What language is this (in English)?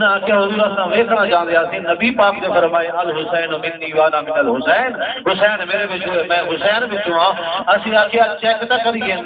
Saraiki